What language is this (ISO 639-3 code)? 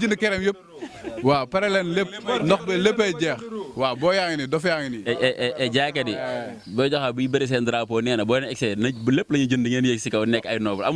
wol